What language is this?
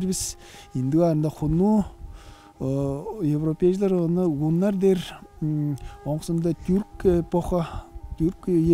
Tuvinian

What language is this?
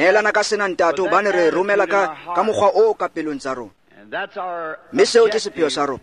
Tswana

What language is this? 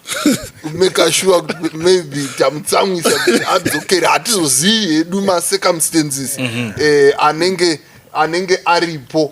Shona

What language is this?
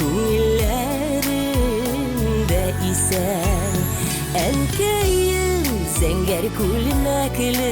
Tatar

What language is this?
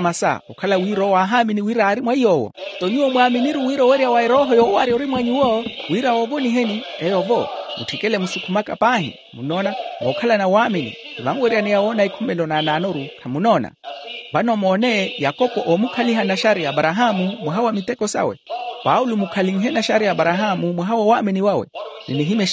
Makhuwa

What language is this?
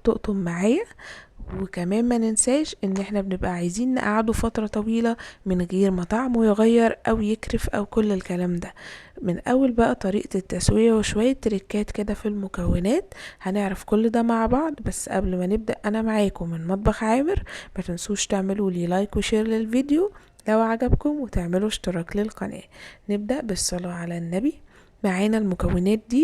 Egyptian Arabic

